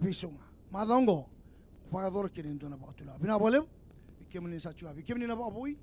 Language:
Fijian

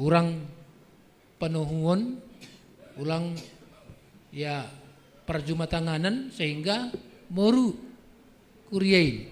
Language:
Batak Simalungun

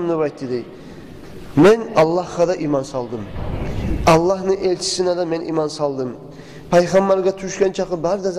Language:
Kumyk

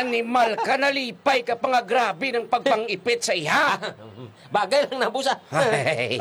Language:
Hiligaynon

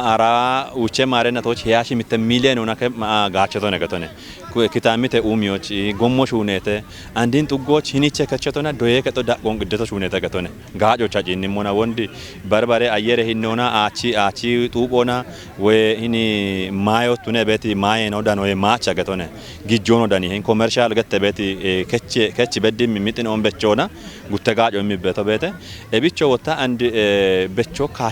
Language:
Kafa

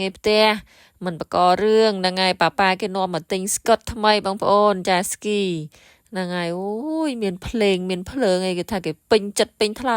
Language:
Khmer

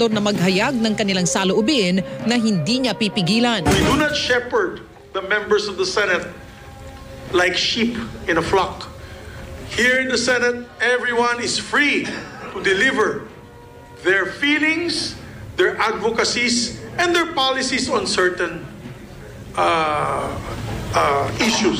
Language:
Filipino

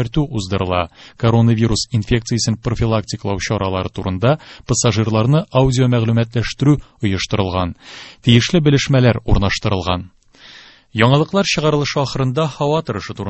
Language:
Tatar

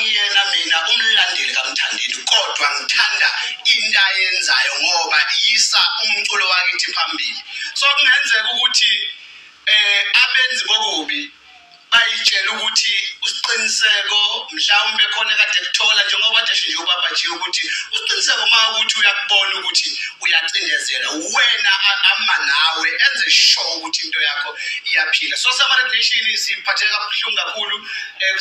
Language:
Zulu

